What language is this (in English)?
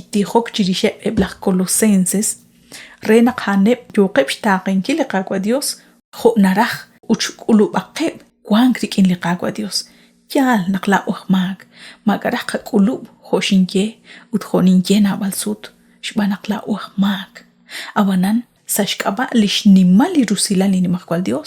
Kekchí